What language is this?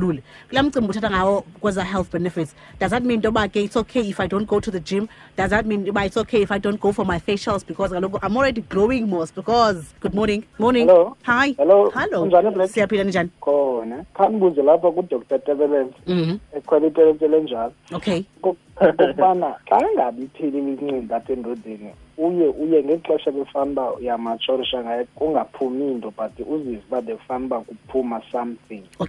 Xhosa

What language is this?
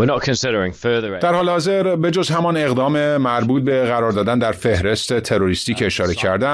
Persian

